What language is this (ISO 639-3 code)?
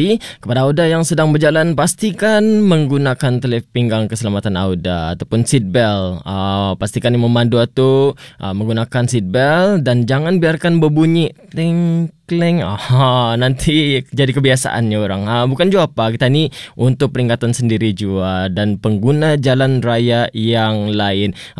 msa